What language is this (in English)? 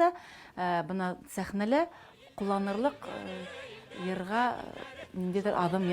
Bashkir